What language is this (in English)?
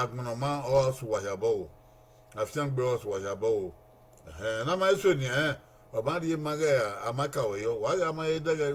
Bini